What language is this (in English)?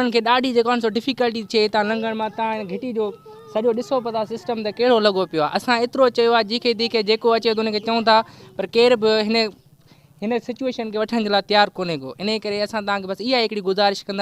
Sindhi